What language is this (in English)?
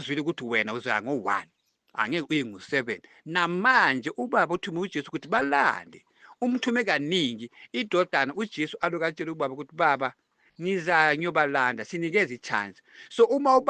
Zulu